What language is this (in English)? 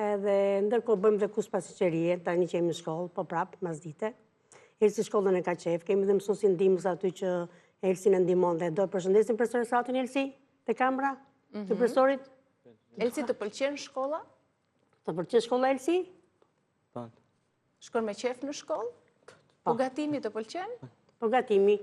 Albanian